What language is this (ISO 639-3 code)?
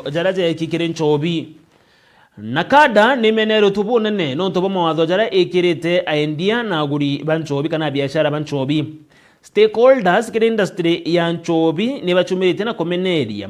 mer